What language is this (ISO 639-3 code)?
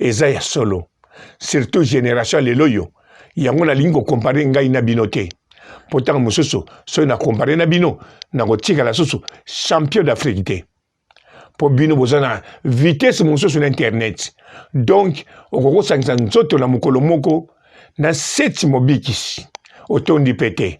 lin